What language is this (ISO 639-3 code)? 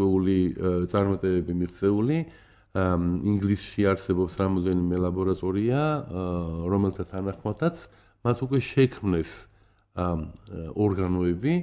kat